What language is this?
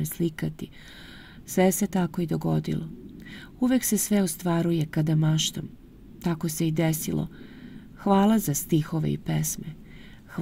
Serbian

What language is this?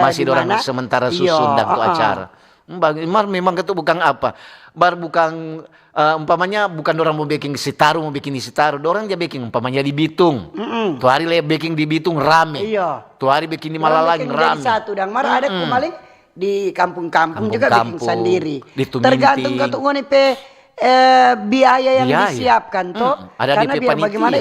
Manado Malay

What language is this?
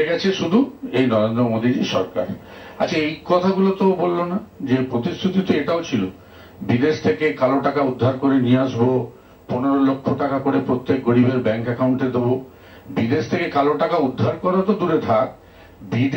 Bangla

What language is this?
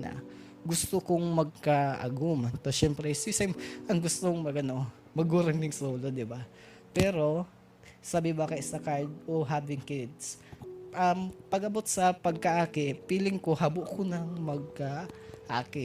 Bikol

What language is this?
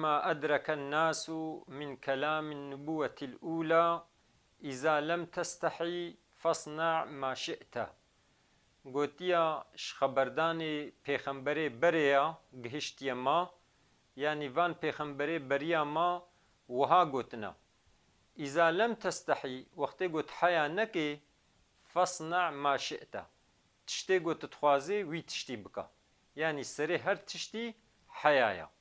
Kurdish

